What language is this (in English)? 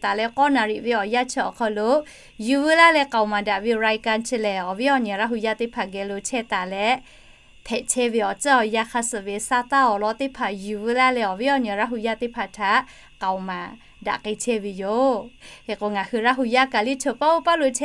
Lahu